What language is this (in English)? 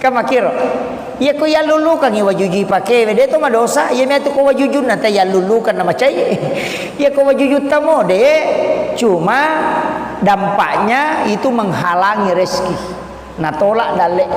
Buginese